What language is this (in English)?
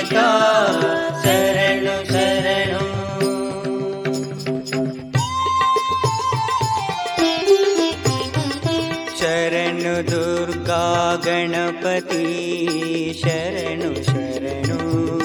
Kannada